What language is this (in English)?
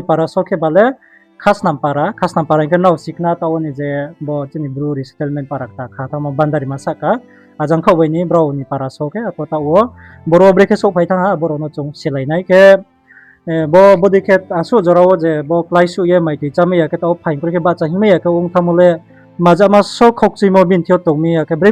Riang (India)